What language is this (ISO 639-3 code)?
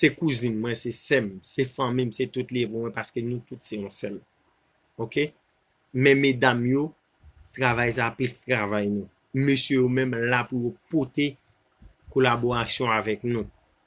hat